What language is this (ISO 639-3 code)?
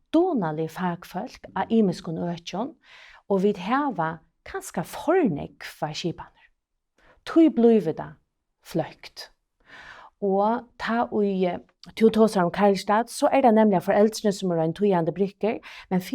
fao